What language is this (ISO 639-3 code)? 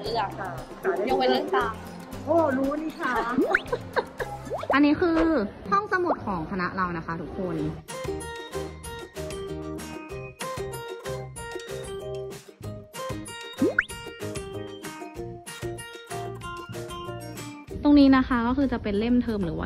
tha